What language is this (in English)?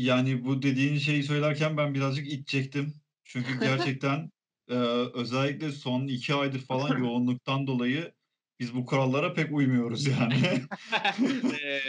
Turkish